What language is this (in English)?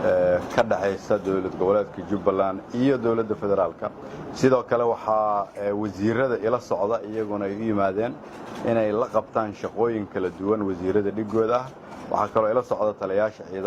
Somali